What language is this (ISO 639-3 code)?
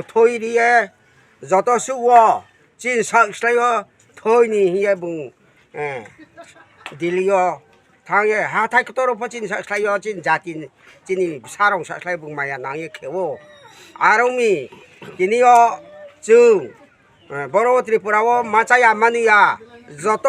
ria